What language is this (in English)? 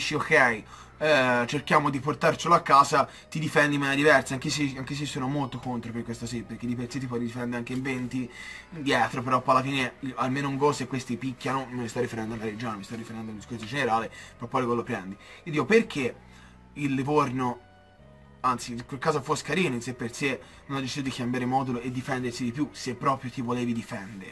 Italian